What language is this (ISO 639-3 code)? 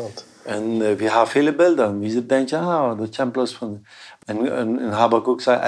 pdt